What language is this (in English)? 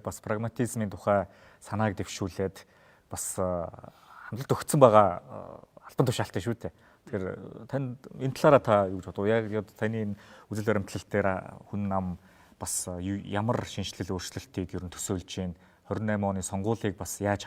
Mongolian